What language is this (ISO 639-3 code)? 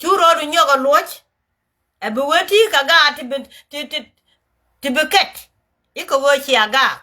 nus